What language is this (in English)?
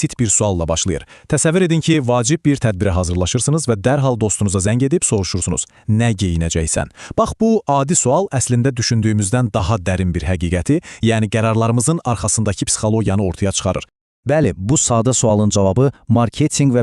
Azerbaijani